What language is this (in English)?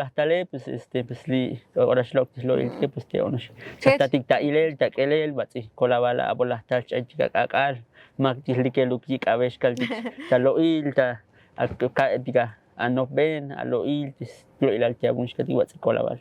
Tzotzil